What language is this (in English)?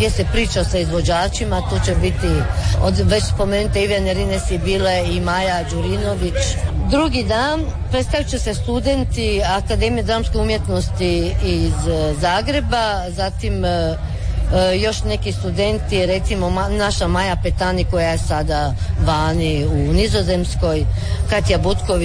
Croatian